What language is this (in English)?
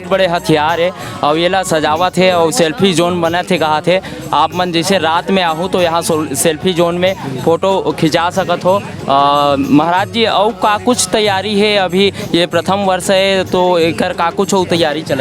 Chhattisgarhi